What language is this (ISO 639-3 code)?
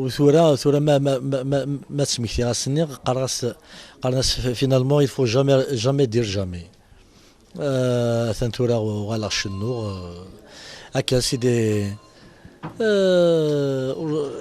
kab